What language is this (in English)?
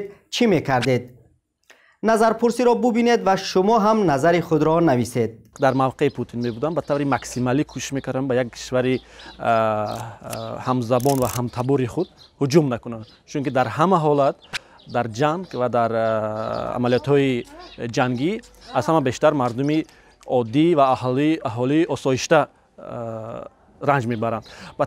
Tajik